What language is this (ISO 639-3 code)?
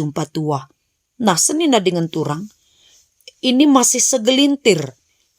btx